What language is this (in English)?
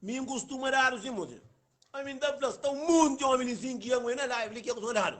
Kabuverdianu